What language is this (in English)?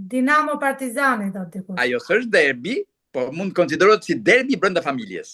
Albanian